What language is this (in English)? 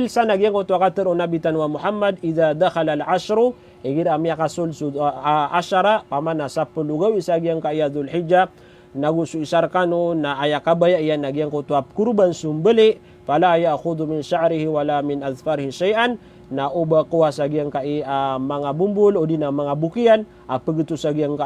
Maranao